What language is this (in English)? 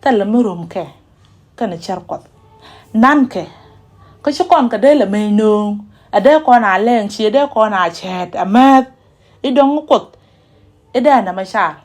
Nuer